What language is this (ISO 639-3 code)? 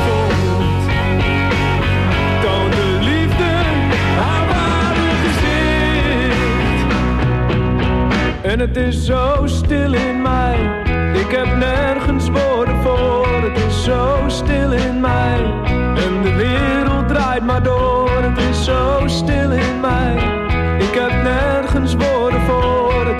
nld